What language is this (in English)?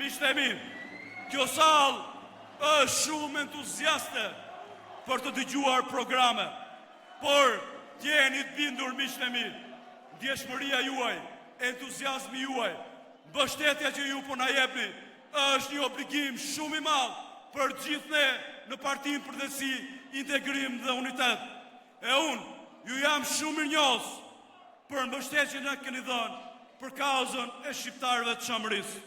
Albanian